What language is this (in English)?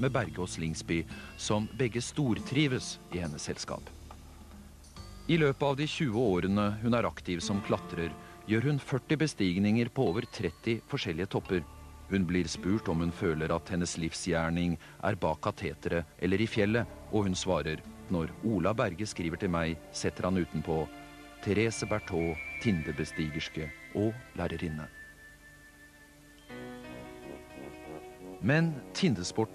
Norwegian